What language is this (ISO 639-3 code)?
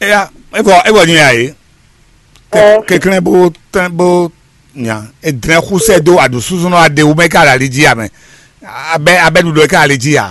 fon